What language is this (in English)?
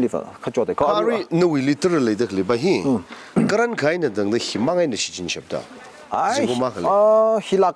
Tangkhul Naga (India)